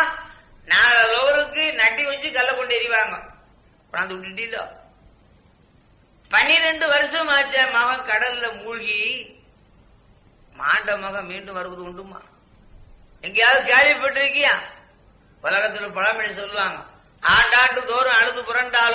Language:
Tamil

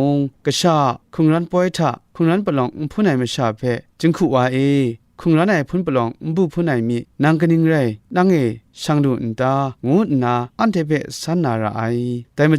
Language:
Kachin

